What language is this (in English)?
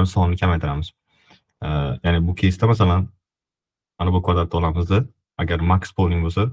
Uzbek